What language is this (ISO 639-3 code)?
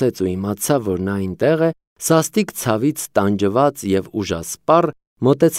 hye